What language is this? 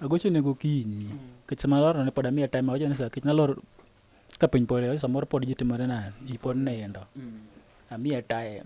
Luo (Kenya and Tanzania)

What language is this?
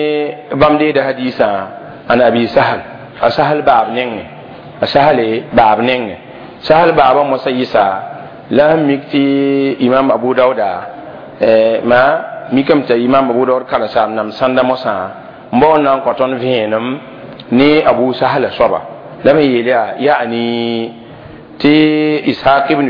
Mossi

